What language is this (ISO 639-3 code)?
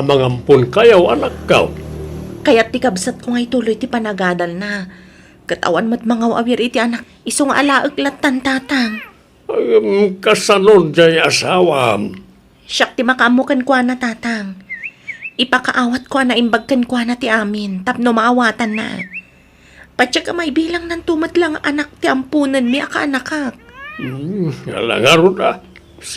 ilo